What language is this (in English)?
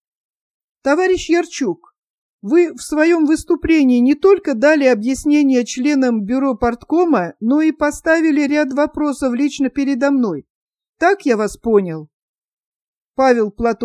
Russian